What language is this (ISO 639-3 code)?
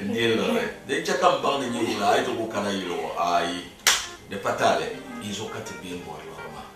dag